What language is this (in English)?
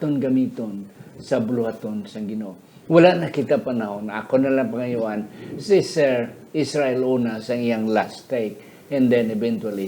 Hiligaynon